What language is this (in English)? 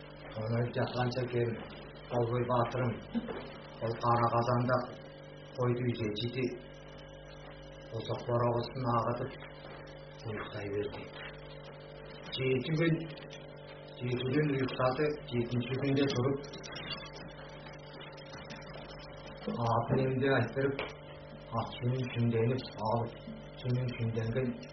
Kazakh